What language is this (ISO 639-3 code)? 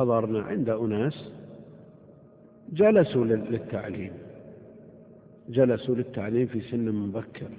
ara